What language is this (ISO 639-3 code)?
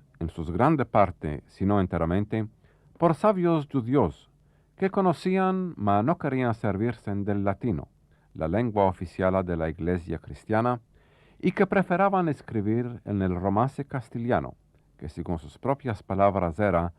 lad